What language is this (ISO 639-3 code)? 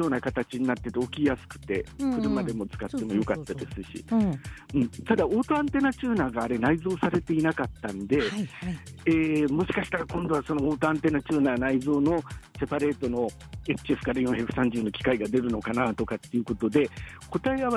jpn